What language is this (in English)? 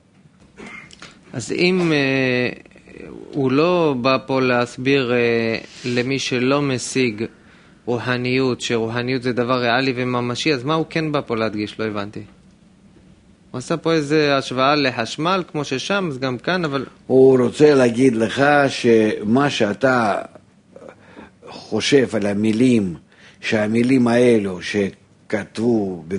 Hebrew